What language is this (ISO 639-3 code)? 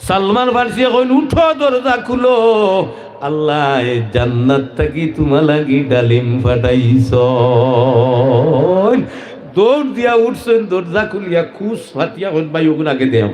syl